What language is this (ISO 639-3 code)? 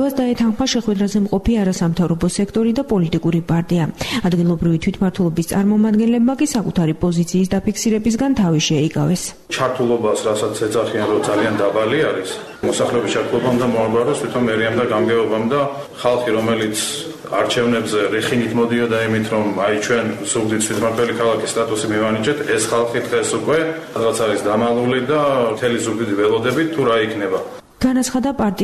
kat